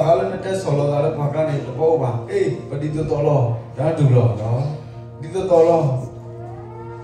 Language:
S'gaw Karen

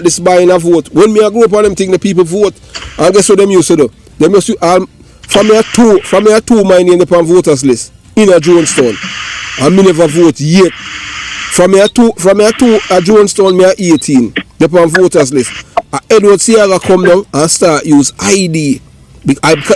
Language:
Jamaican Creole English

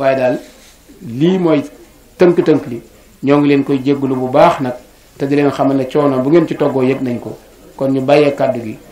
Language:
Wolof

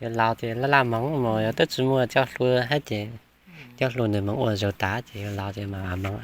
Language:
Hmong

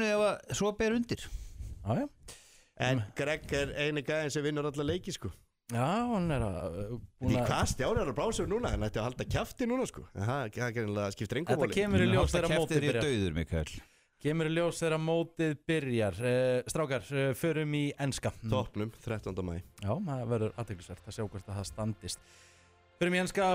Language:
Icelandic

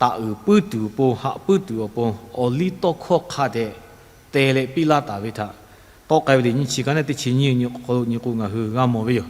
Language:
Lahu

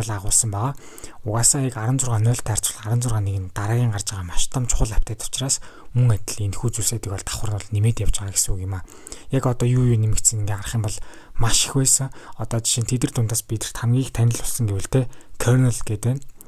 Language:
Mongolian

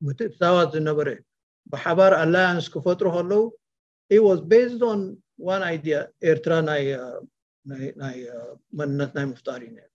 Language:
Tigrinya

